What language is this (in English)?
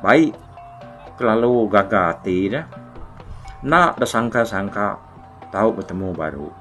Iban